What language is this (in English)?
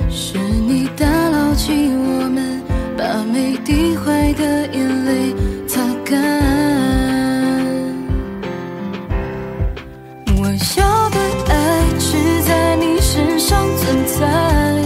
Chinese